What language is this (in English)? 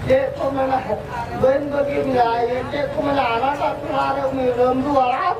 Santali